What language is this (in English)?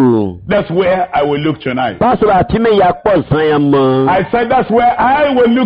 Ewe